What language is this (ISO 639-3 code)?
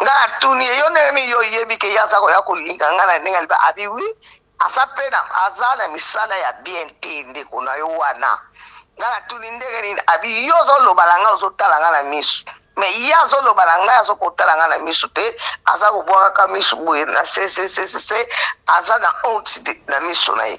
lin